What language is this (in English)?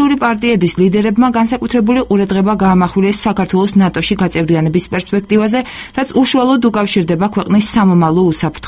Georgian